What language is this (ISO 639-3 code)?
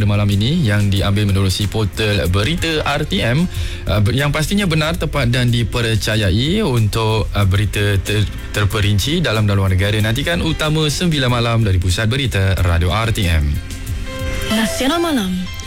msa